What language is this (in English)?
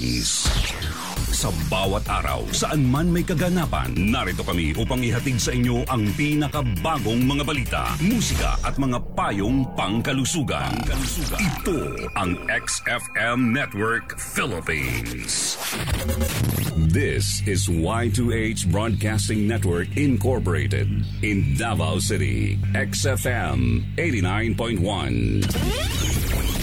Filipino